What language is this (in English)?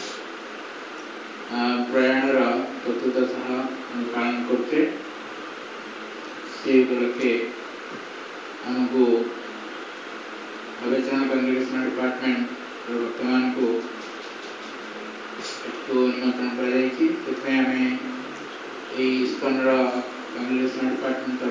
Odia